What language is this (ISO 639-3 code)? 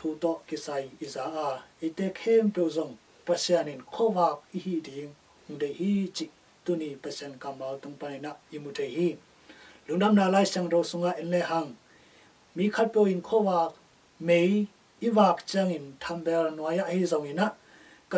ctd